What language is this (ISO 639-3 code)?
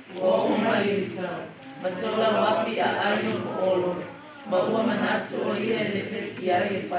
smo